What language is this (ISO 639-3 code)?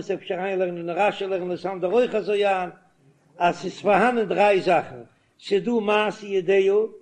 yid